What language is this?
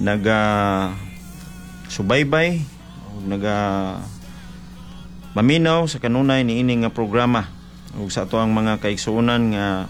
Cebuano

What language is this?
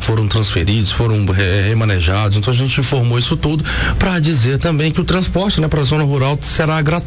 Portuguese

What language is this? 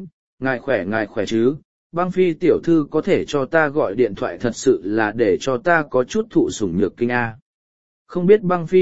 Vietnamese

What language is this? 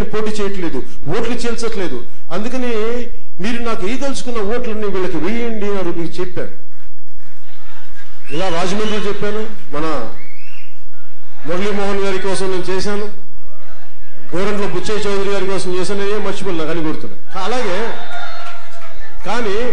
Telugu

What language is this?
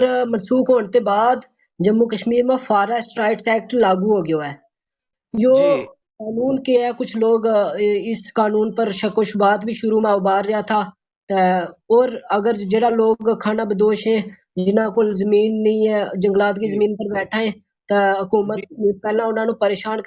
Gujari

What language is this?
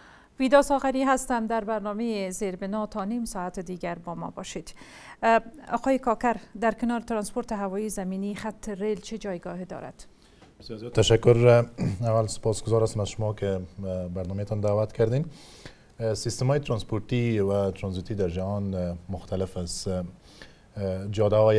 Persian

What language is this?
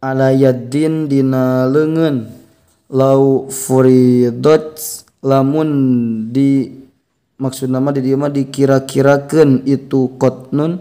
Sundanese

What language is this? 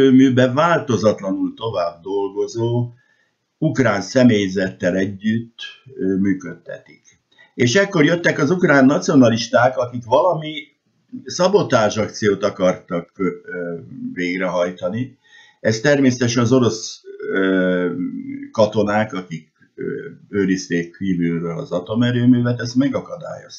Hungarian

